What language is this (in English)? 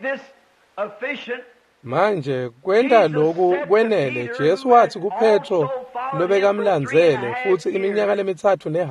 Swati